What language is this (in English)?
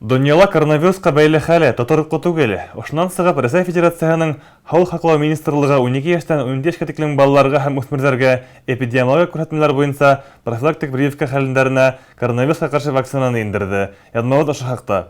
Bashkir